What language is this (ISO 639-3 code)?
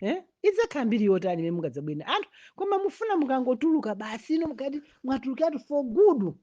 nya